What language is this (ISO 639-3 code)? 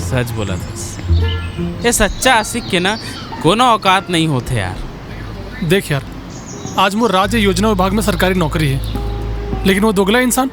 hne